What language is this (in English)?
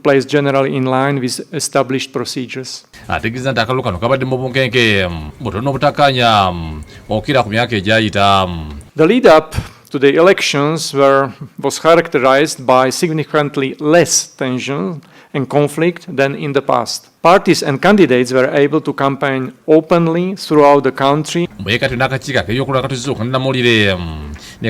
Ganda